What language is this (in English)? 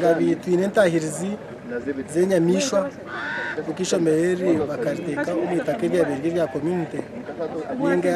Nyankole